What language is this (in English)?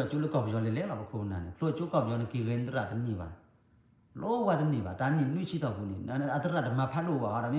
S'gaw Karen